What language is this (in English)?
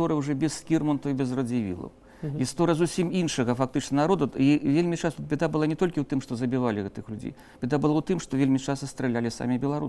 Belarusian